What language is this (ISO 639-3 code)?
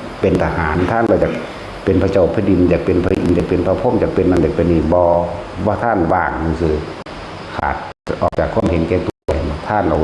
lao